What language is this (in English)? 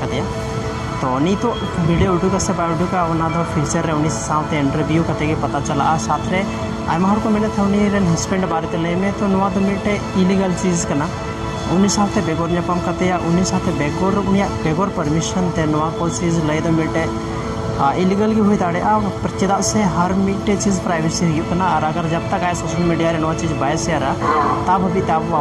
Santali